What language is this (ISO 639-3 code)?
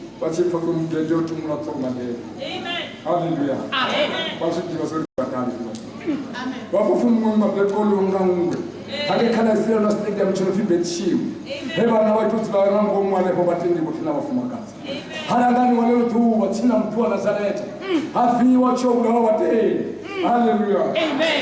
ven